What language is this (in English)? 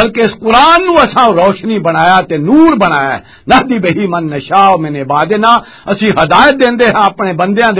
Western Panjabi